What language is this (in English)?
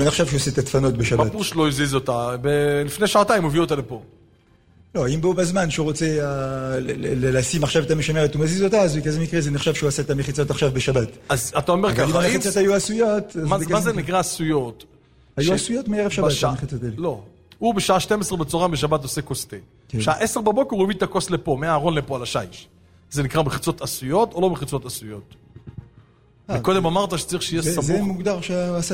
Hebrew